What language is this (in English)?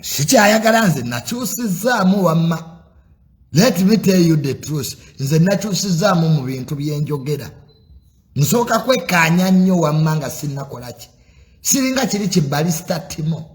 Ganda